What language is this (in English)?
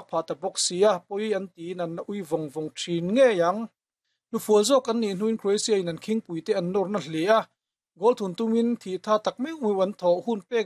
Mizo